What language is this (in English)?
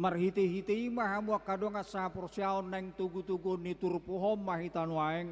Batak Toba